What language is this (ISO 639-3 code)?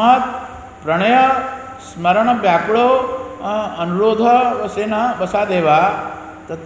ori